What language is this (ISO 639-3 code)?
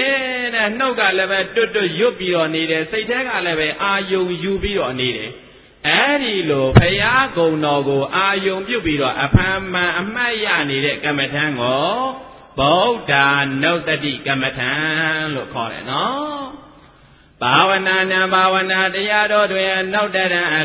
mya